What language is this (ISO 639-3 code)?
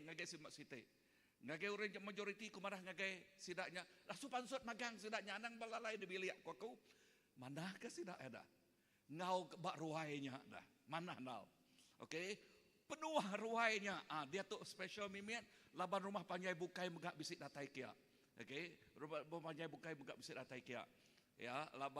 iba